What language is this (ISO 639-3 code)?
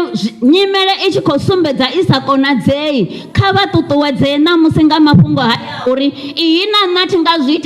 ven